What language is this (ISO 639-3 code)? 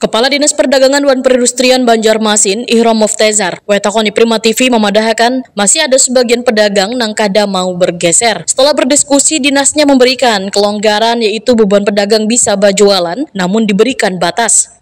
bjn